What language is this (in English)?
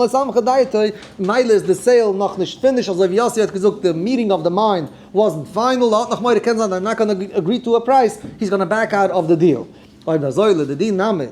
Yiddish